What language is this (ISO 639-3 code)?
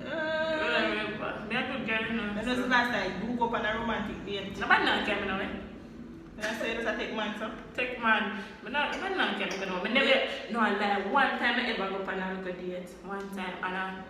jam